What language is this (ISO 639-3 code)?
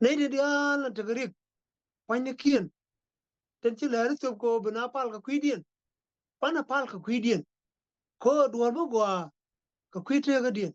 nus